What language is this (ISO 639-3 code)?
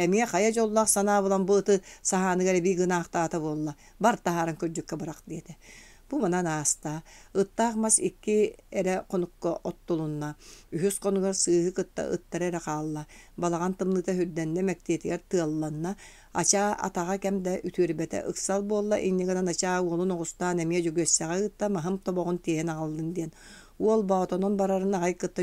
sah